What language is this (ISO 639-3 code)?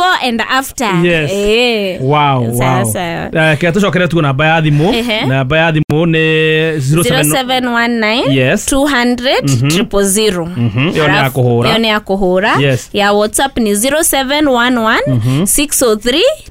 kik